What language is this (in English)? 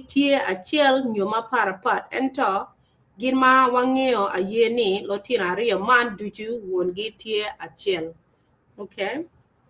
Acoli